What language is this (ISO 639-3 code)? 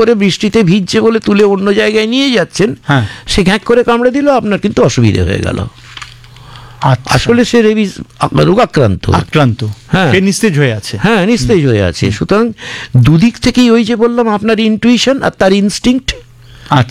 ben